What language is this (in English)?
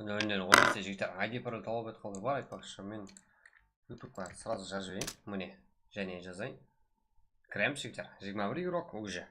Kara-Kalpak